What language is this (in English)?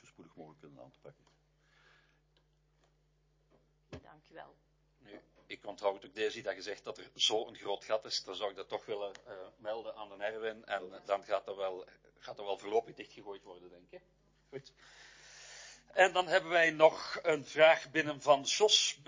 Dutch